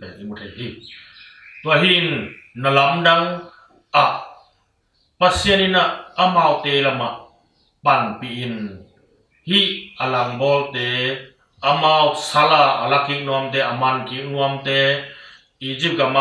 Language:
Tedim Chin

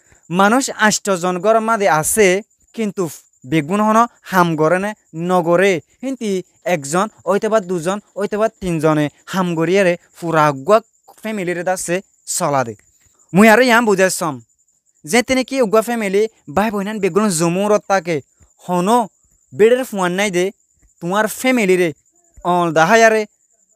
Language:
Rohingya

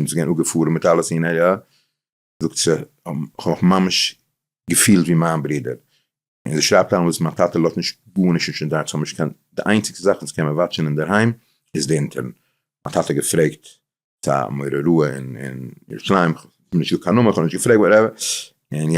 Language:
Yiddish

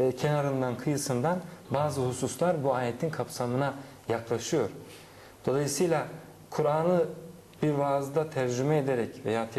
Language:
Turkish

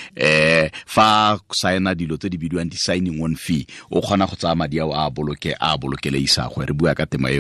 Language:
Tswana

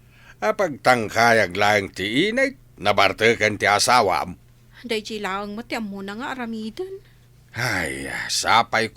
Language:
Iloko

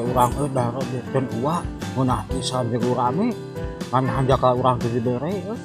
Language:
Sundanese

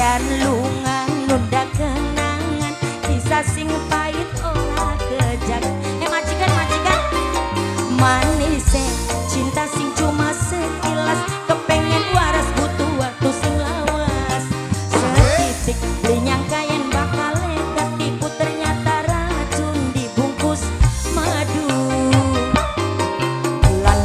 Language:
Javanese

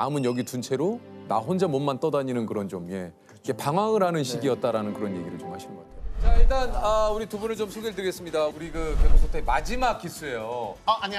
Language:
Korean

